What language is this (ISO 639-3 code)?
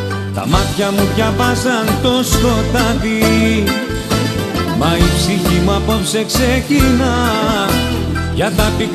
ell